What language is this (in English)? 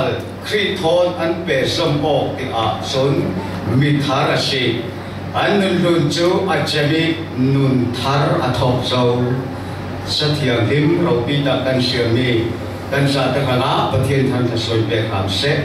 Falam Chin